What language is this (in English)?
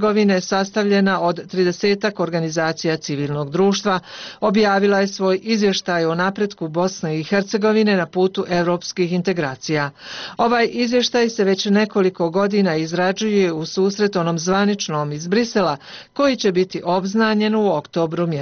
Bosnian